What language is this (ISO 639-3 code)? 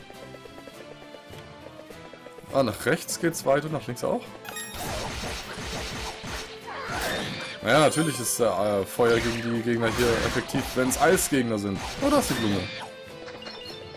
deu